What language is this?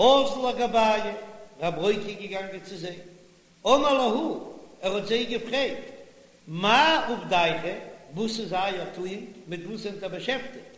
Yiddish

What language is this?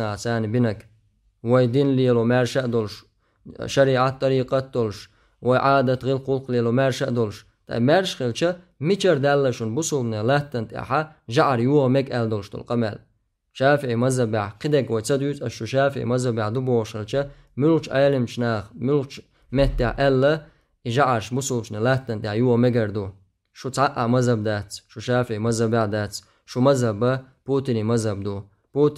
Chechen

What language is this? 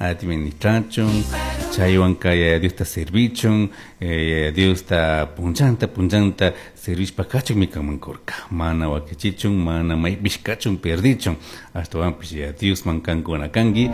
Chimborazo Highland Quichua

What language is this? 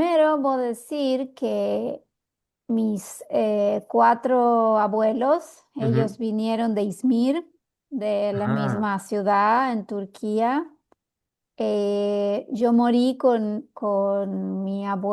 Ladino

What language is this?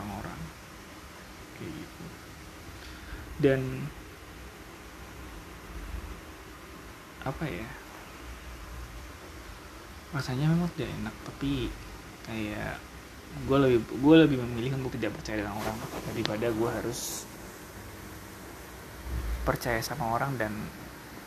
Indonesian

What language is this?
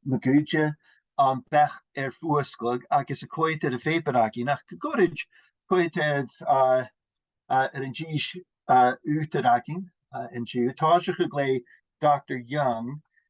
Scottish Gaelic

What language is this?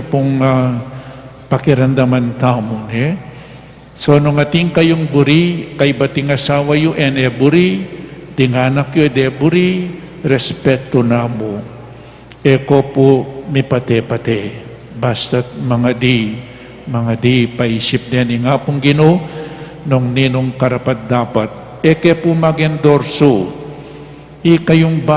Pampanga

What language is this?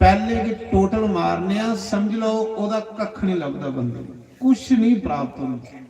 Dogri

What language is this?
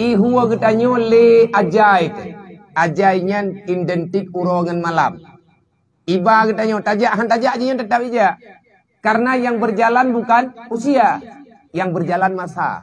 Achinese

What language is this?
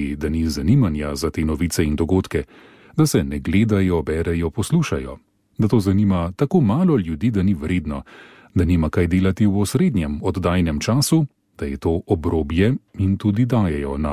Slovenian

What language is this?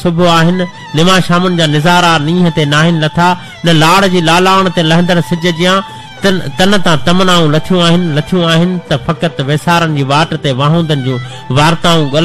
Sindhi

